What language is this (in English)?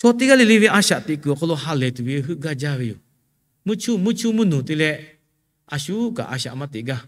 Lahu